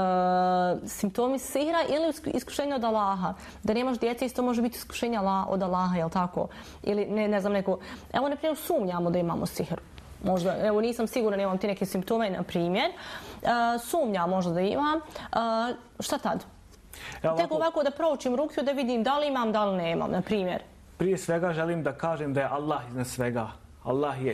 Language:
Bosnian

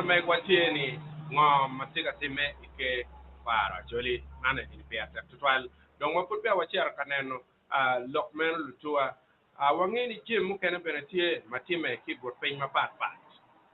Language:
Acoli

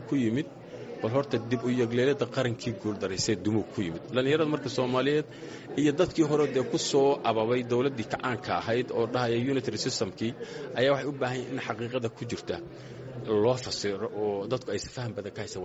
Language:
Somali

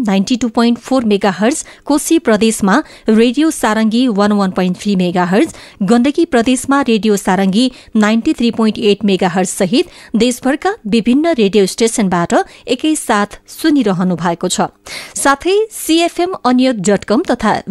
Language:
Nepali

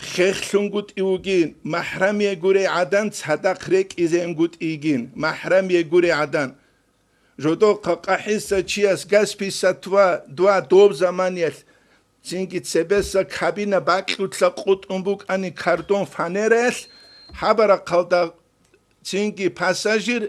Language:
Avaric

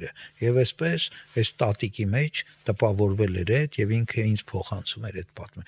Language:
Armenian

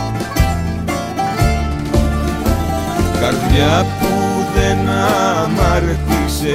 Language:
Greek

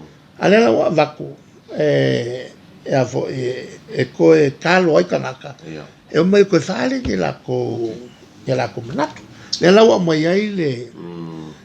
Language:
Samoan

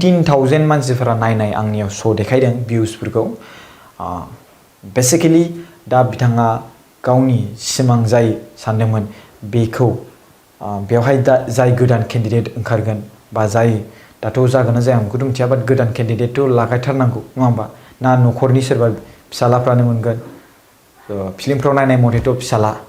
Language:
Bodo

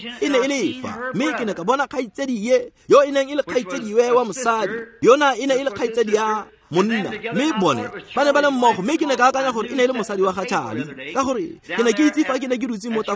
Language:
Tswana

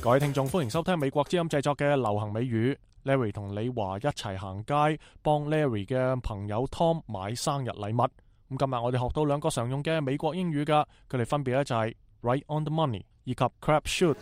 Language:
Cantonese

